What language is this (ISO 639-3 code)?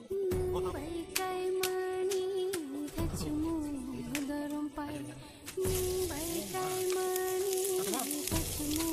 trp